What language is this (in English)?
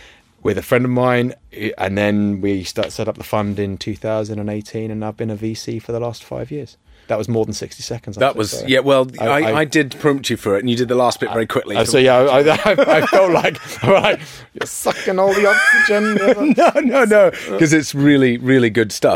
English